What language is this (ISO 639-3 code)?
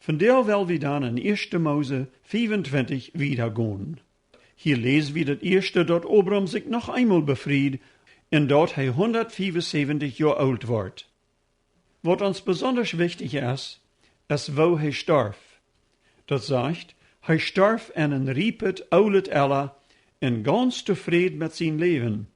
pdt